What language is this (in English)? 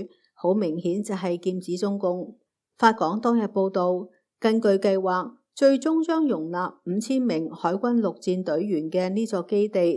Cantonese